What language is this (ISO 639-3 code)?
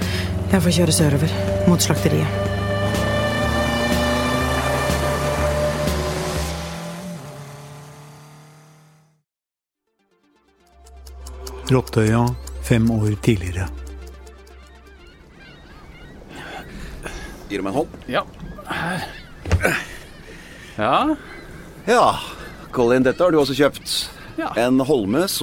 nor